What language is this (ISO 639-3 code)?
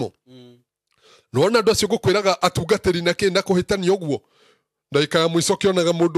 kik